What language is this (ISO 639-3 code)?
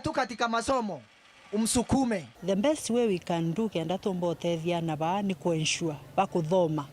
mer